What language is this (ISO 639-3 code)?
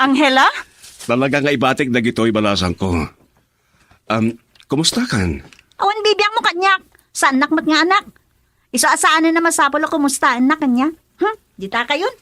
ilo